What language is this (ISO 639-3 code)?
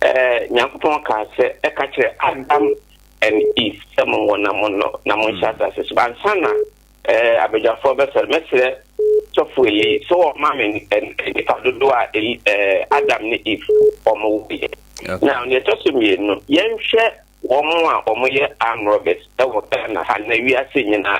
aka